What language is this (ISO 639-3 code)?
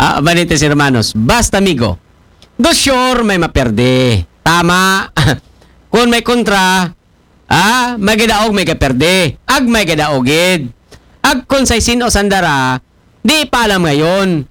akl